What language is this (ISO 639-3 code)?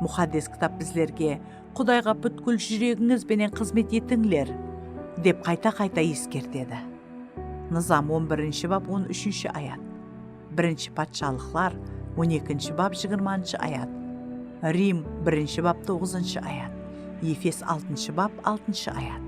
kaa